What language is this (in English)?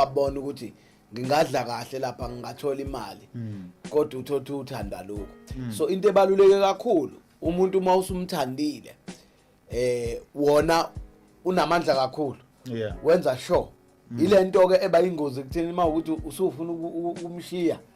Zulu